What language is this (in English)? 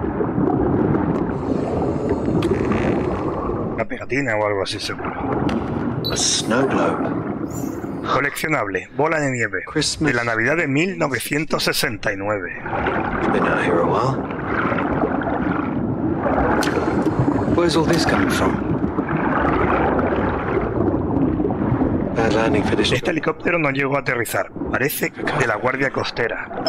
Spanish